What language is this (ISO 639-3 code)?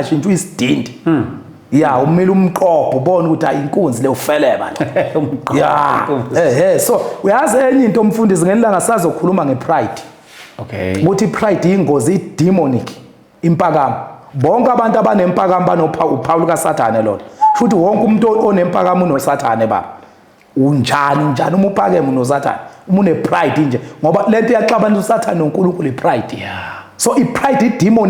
zul